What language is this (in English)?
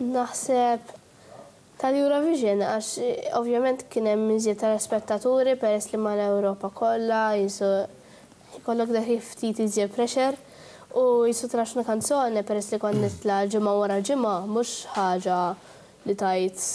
Maltese